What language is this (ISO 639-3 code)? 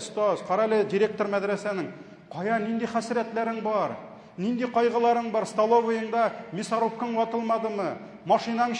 tat